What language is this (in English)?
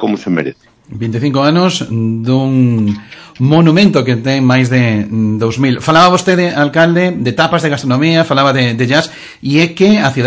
Galician